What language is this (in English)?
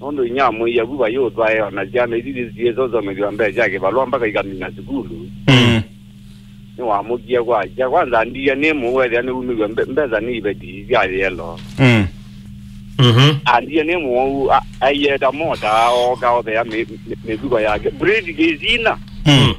Kamba